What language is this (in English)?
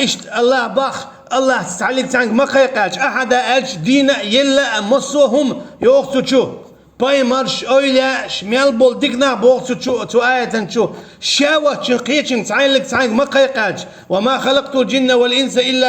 Chechen